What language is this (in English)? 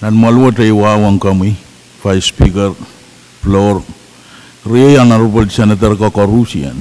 Pohnpeian